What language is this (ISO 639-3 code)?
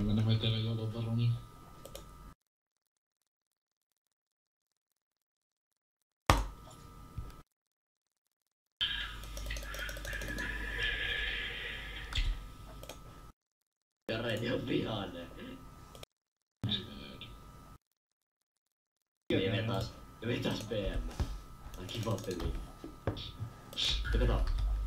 fin